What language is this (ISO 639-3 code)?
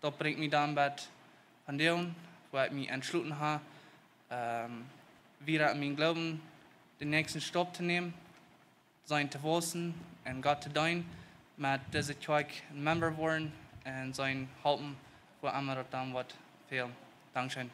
pdt